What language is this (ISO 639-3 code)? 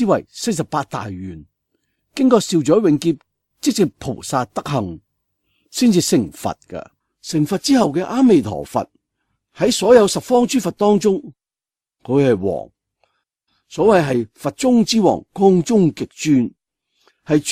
yue